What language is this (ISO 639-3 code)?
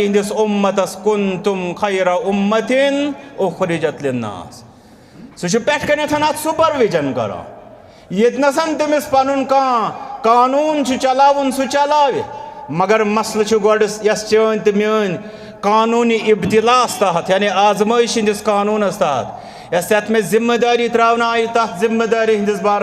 kas